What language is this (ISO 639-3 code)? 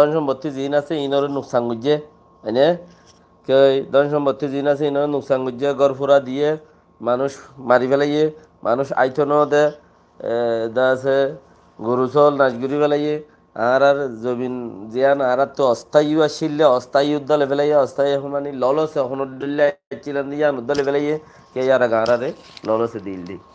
rhg